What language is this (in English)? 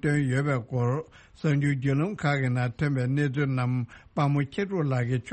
Tibetan